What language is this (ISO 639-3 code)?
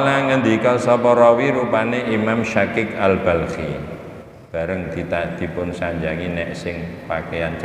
jav